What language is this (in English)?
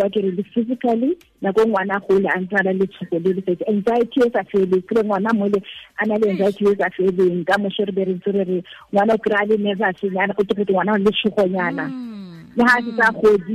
Tswana